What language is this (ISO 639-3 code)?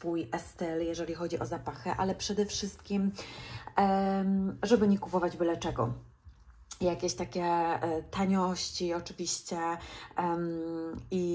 pol